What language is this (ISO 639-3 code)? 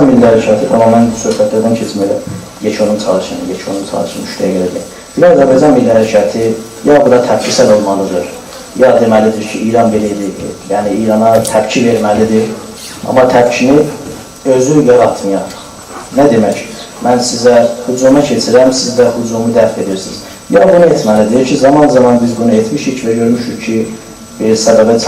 azb